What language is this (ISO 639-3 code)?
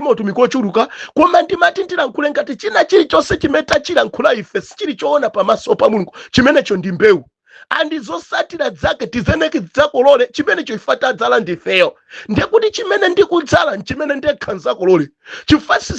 nya